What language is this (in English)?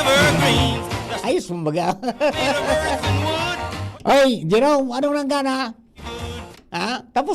Bikol